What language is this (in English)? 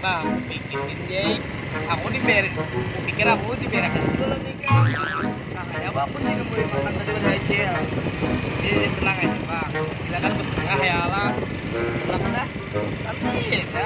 Banjar